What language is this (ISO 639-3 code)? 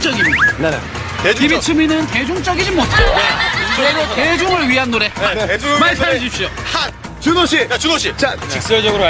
kor